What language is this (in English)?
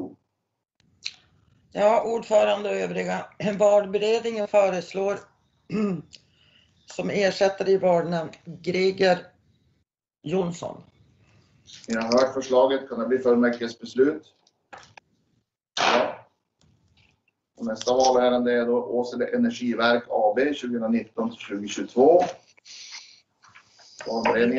Swedish